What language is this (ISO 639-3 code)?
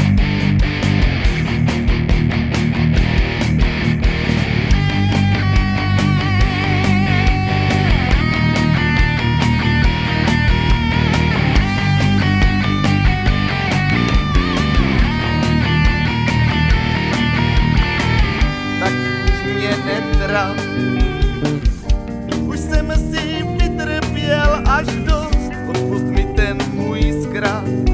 ces